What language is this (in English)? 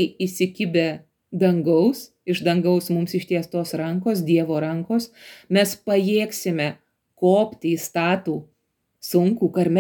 Lithuanian